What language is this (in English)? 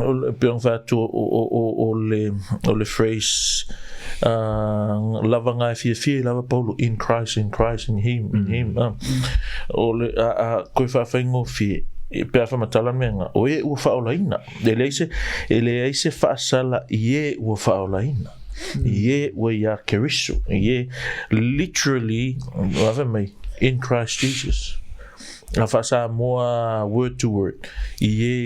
Samoan